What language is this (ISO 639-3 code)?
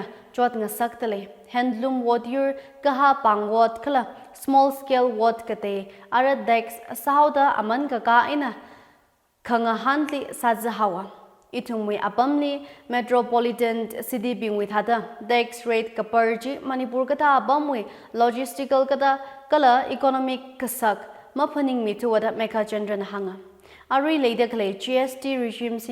nmf